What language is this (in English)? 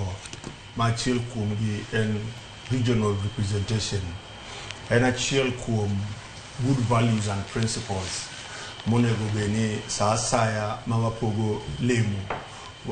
Luo (Kenya and Tanzania)